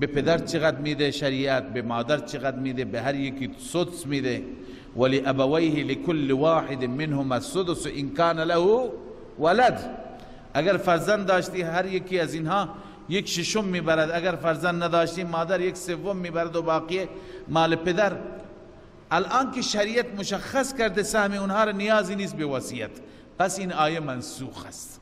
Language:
Persian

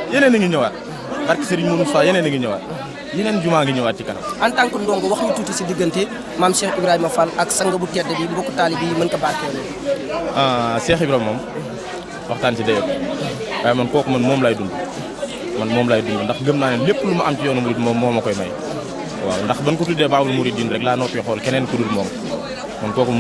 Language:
Wolof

